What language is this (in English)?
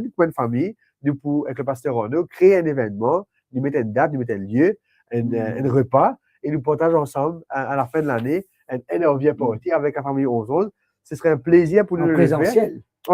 Morisyen